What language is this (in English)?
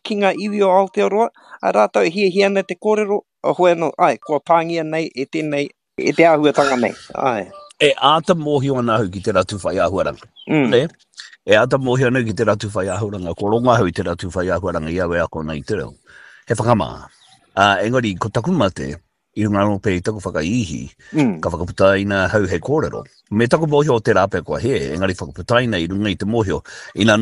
Māori